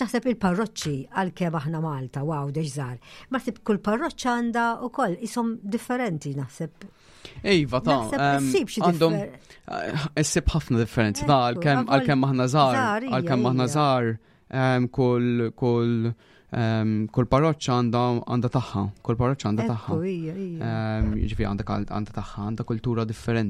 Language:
Maltese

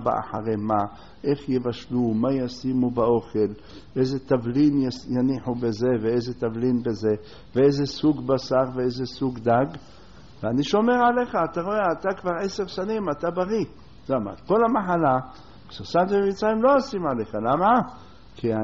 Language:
Hebrew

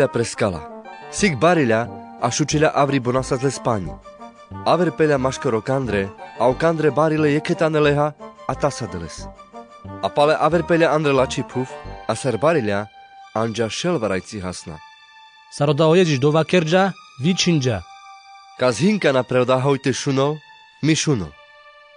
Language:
Carpathian Romani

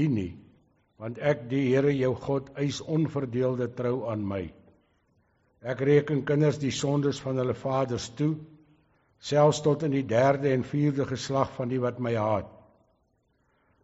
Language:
Afrikaans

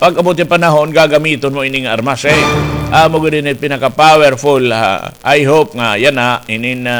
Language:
Waray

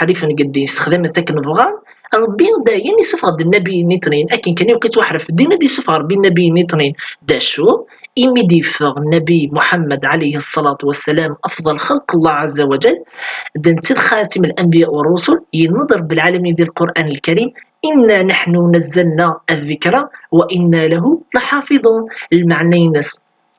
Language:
Kabyle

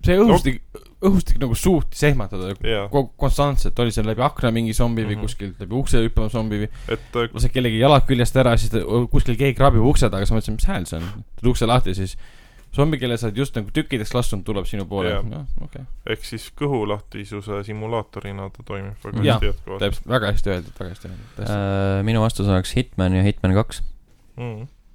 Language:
Estonian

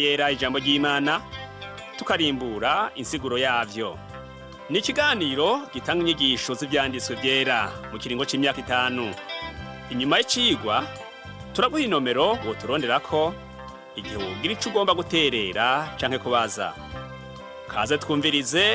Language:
Rundi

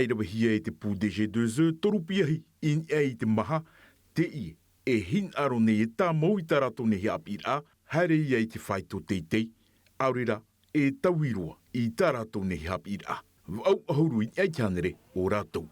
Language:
Tahitian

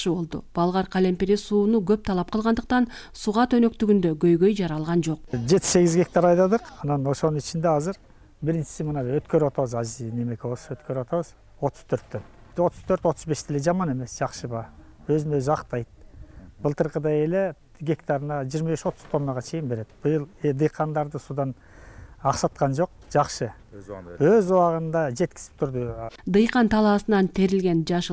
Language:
Kyrgyz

